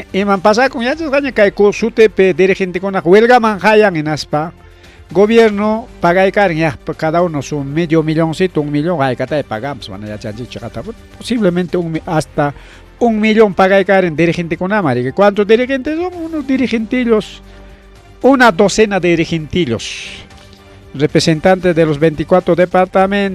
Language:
Ayacucho Quechua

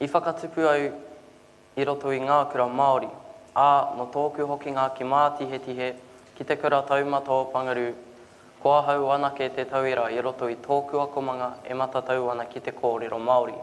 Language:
Māori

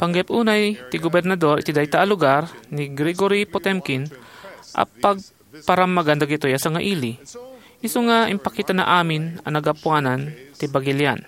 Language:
Iloko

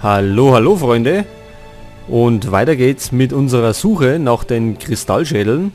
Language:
Bavarian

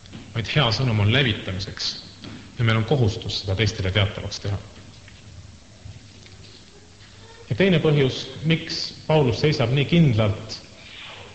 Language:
Estonian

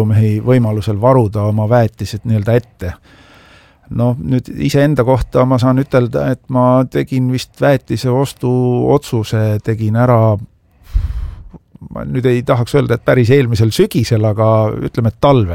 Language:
Estonian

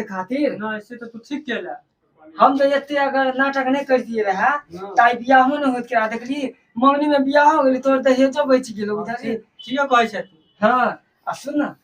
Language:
Maithili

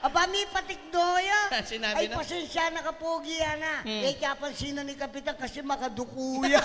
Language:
Pampanga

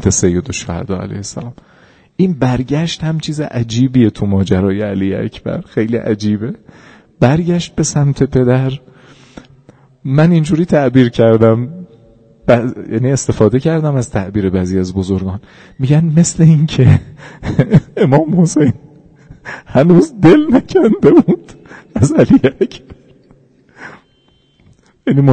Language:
Persian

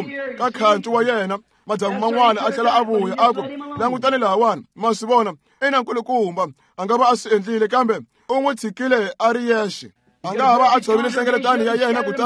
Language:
Tsonga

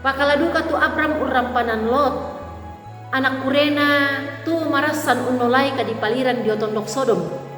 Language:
Toraja-Sa'dan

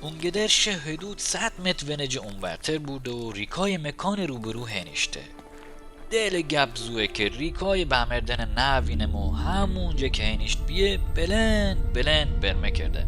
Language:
Mazanderani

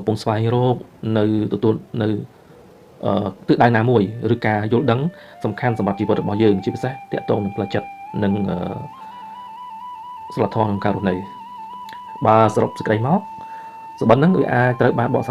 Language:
Khmer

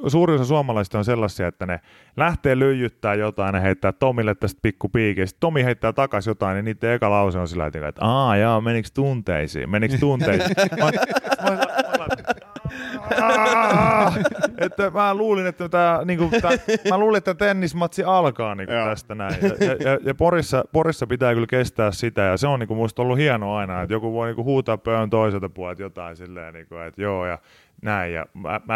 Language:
Finnish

